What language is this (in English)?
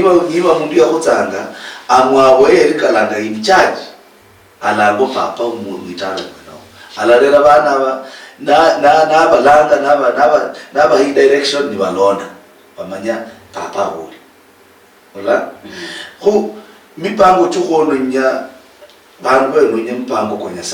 Luyia